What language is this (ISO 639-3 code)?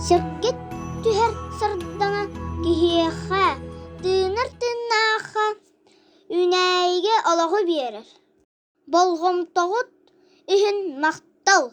sah